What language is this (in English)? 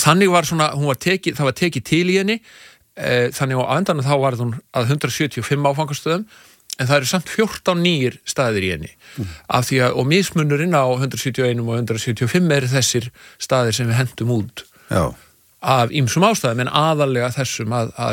Icelandic